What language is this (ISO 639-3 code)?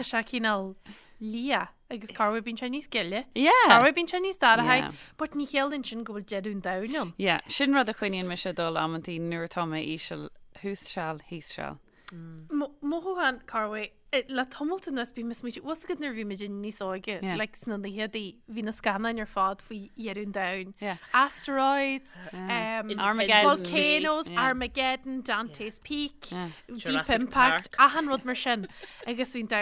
gle